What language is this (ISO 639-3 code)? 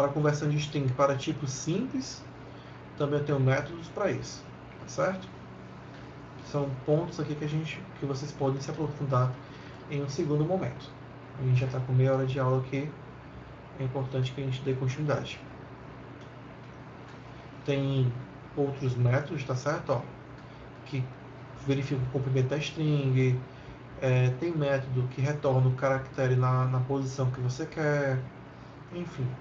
por